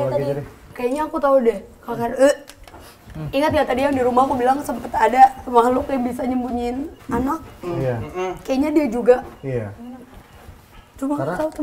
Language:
Indonesian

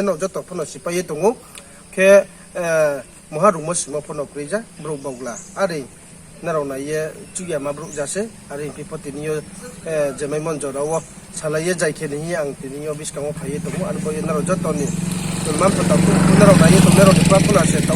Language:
Riang (India)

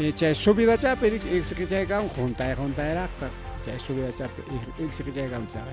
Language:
Ayacucho Quechua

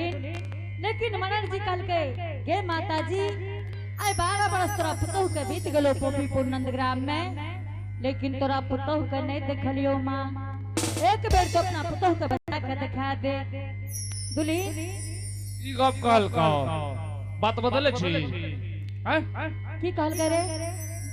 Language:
Angika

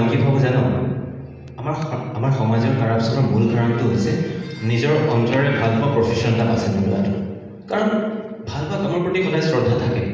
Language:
Assamese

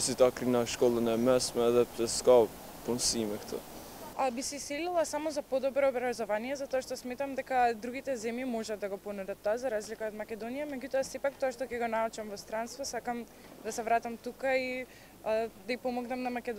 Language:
Macedonian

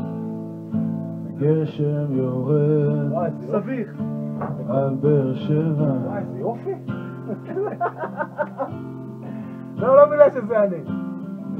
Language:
Hebrew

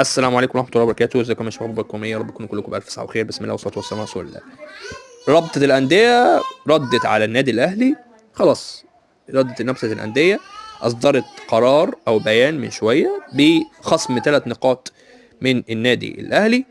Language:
Egyptian Arabic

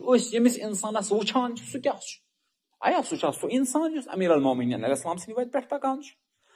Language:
Kashmiri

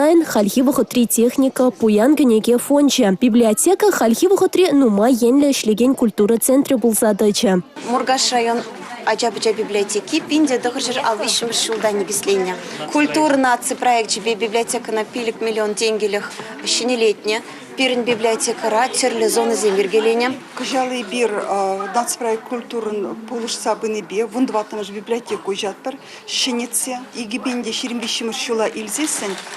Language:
Chuvash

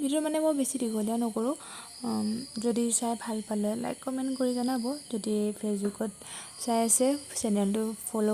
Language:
Assamese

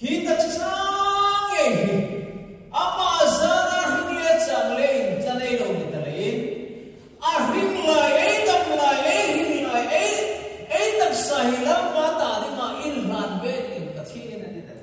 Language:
Hmar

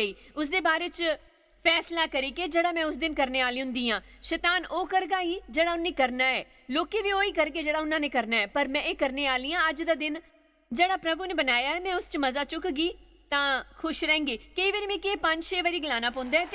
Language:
Dogri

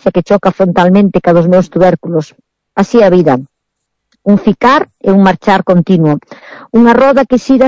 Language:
Galician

